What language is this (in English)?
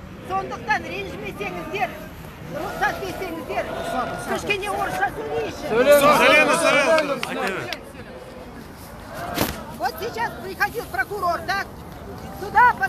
Kazakh